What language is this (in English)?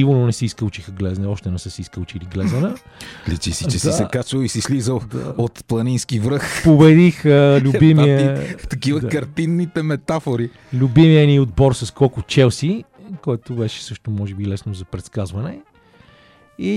Bulgarian